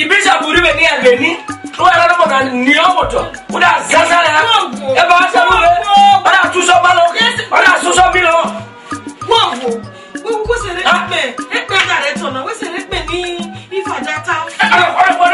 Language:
Esan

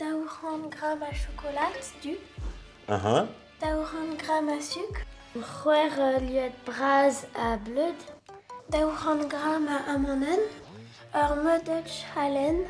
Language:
Breton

